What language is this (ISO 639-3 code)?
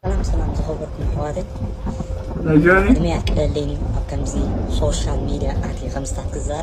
tir